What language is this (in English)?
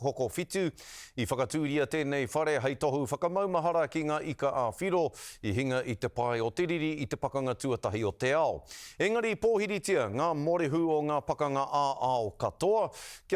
Māori